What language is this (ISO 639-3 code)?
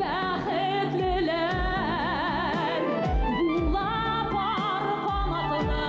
bak